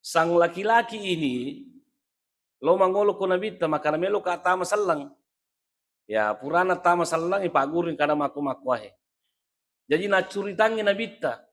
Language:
Buginese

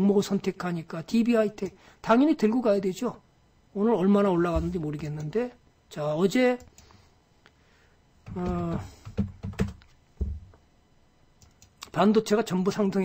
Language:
Korean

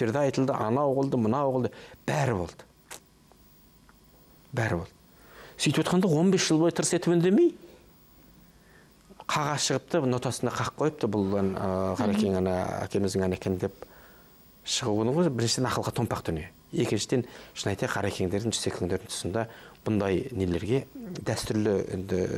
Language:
Kazakh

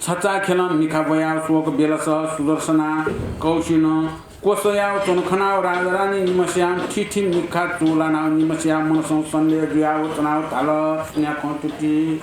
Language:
Newari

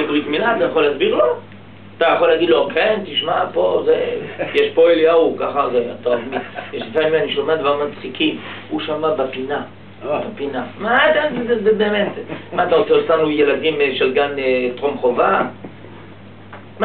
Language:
Hebrew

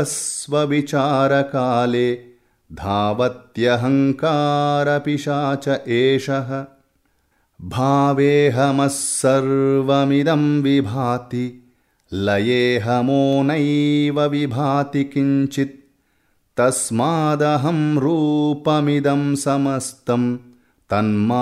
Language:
Sanskrit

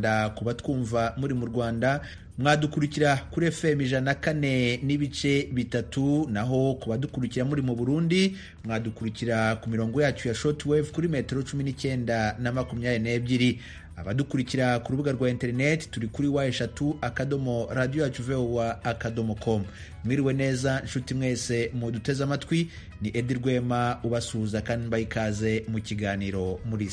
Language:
Kinyarwanda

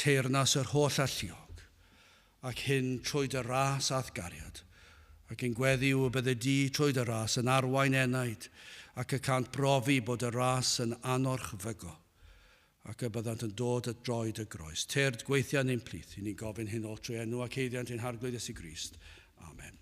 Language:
Welsh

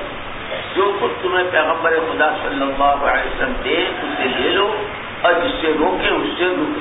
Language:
Urdu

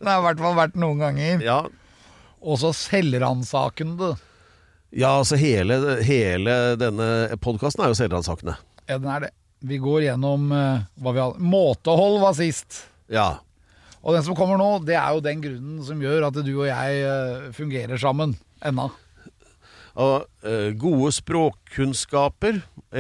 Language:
Norwegian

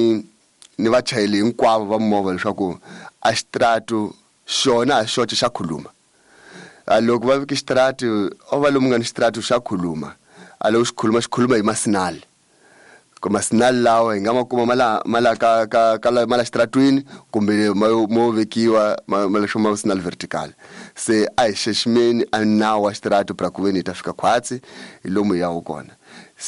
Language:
Tsonga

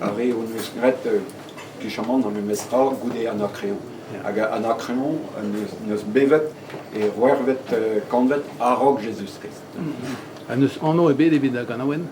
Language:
Breton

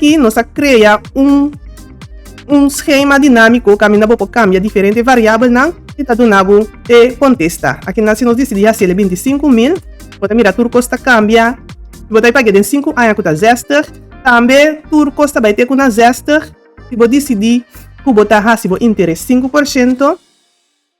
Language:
Papiamento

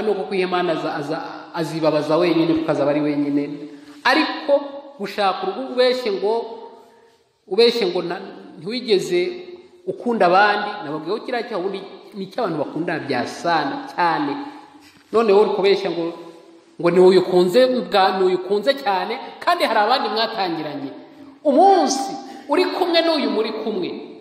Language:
Kinyarwanda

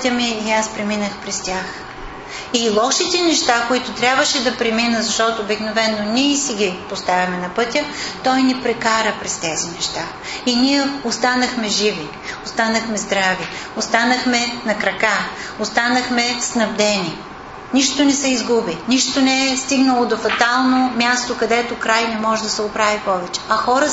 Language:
Bulgarian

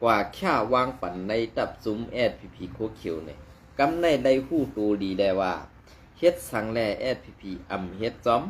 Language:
Shan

